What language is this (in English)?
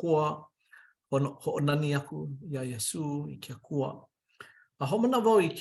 Hawaiian